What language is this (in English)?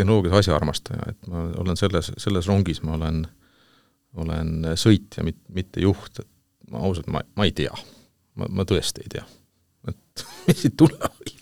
Estonian